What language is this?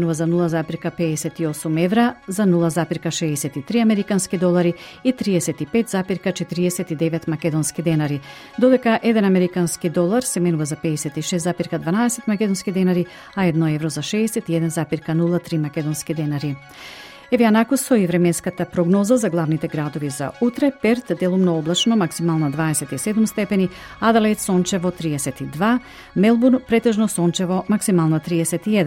Macedonian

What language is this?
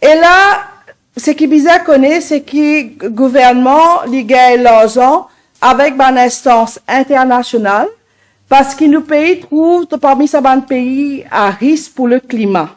Morisyen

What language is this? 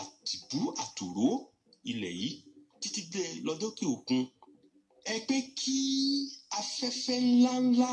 Yoruba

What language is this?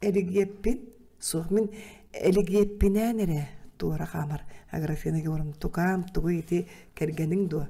Yakut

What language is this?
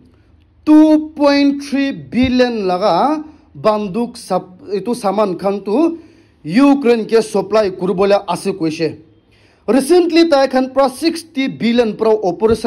Naga Pidgin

